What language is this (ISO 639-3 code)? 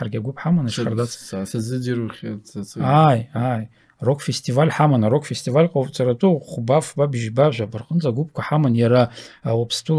abk